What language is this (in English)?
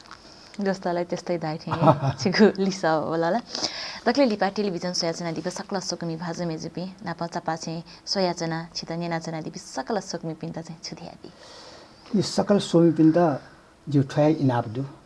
Newari